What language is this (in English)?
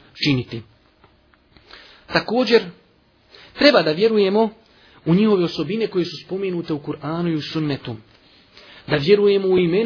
Bosnian